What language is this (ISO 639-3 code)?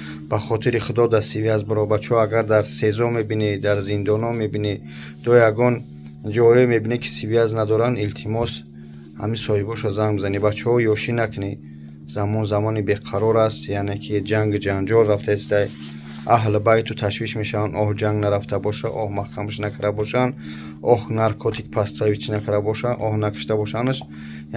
tgk